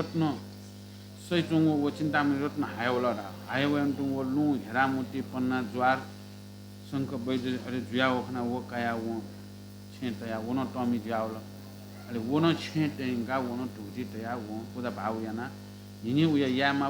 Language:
Newari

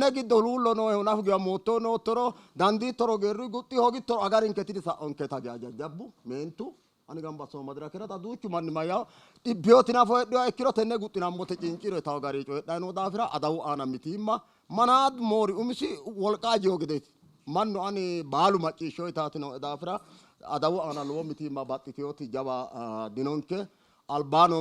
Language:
Sidamo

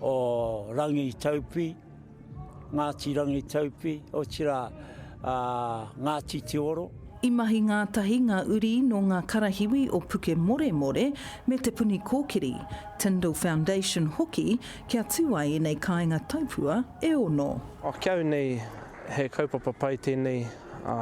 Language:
Māori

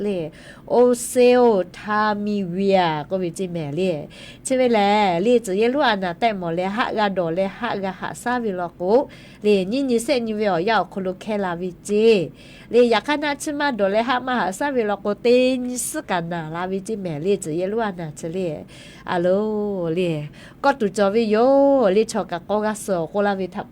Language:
Lahu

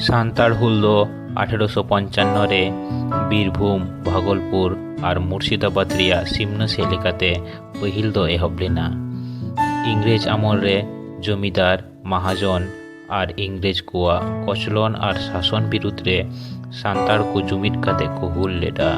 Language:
Santali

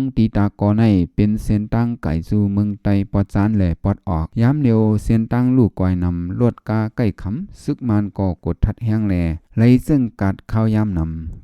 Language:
Shan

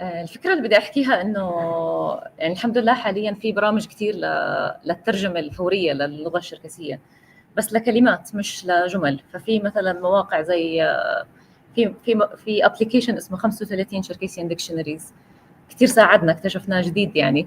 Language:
North Levantine Arabic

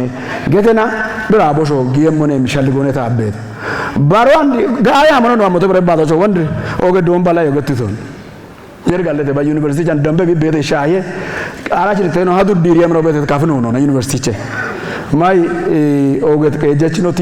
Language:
Kafa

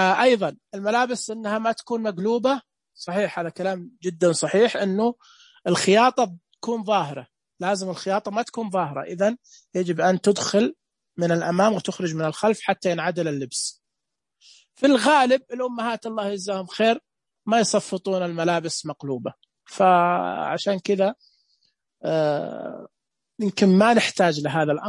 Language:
Najdi Arabic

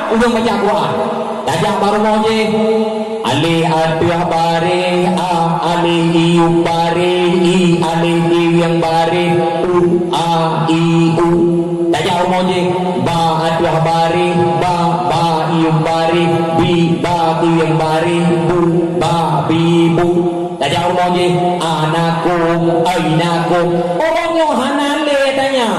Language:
Achinese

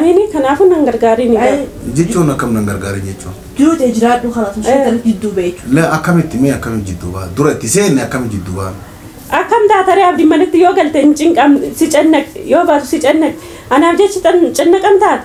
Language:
Oromo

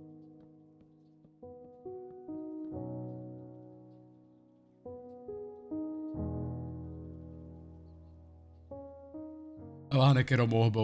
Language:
Dutch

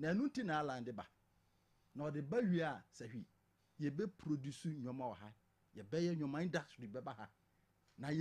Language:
Akan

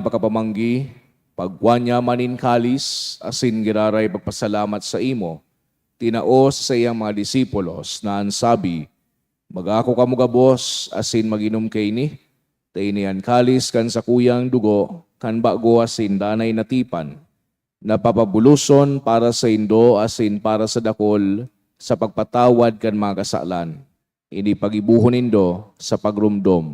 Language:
Bikol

